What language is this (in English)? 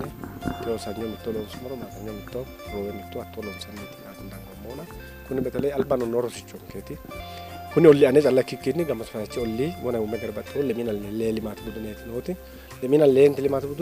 Sidamo